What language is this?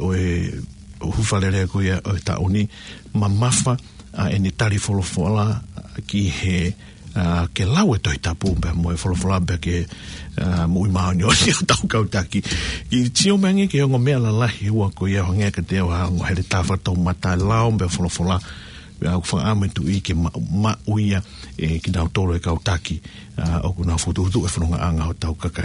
Tongan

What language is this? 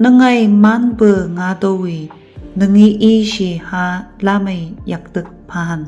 Phom Naga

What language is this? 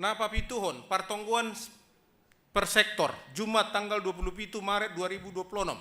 Batak Simalungun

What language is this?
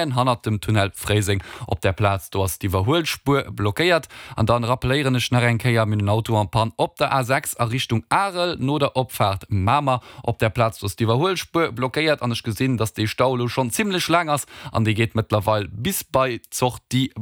Luxembourgish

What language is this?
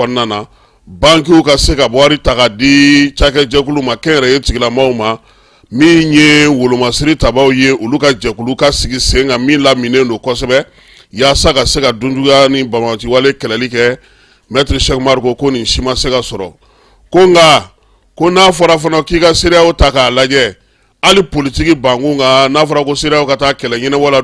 Bambara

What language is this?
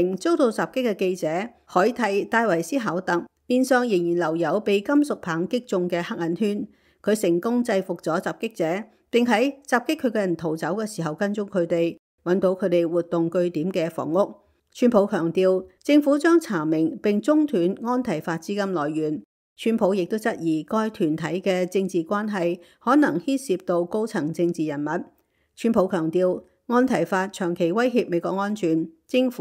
Cantonese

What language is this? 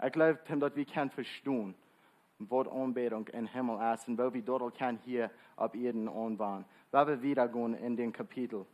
Plautdietsch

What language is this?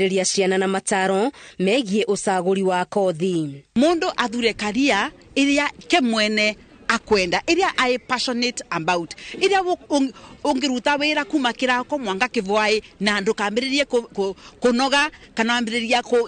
Kikuyu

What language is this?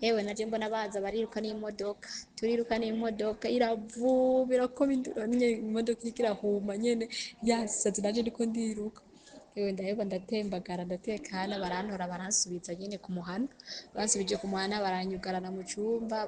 Rundi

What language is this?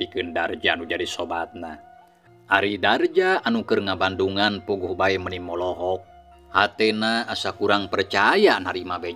Sundanese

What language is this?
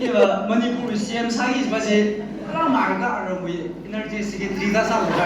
Tangkhul Naga (India)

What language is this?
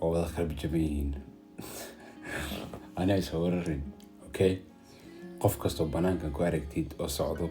Somali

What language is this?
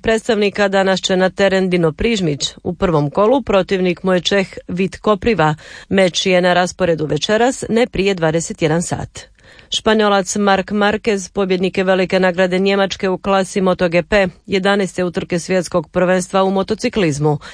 Croatian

